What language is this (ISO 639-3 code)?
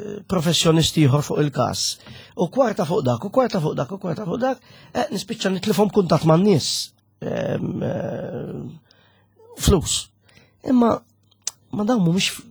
mlt